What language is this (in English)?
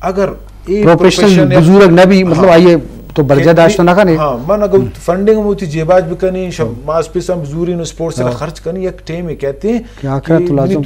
Eastern Balochi